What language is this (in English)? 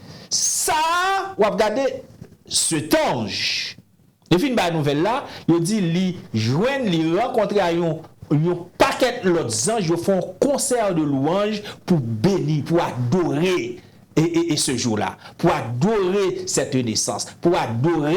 Haitian Creole